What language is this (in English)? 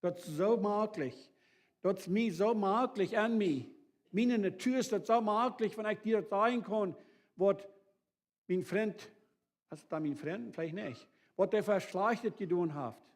Plautdietsch